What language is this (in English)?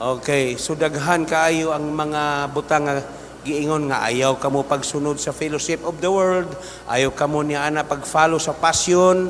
Cebuano